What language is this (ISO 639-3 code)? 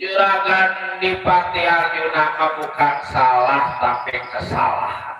bew